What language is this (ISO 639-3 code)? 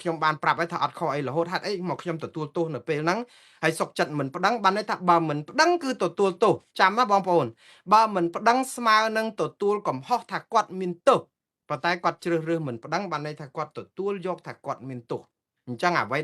khm